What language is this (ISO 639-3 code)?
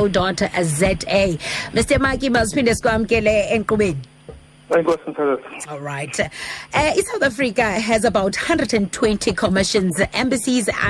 xho